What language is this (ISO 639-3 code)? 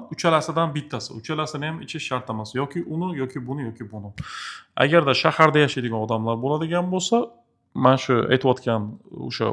uzb